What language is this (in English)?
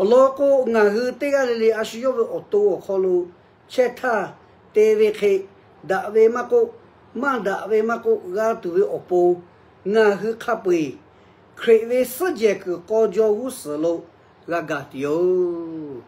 Lahu